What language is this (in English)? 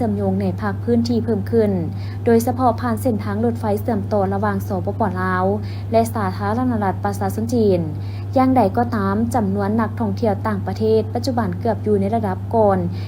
Lao